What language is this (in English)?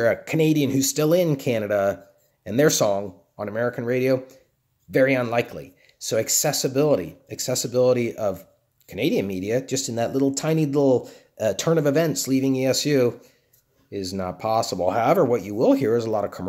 English